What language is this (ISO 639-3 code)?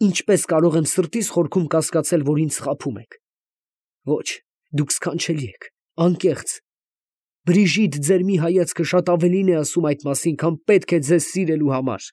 hye